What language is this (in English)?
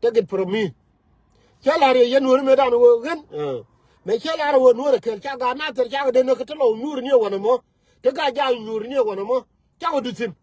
Nuer